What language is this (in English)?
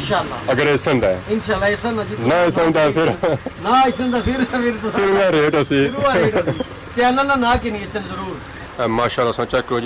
Pahari-Potwari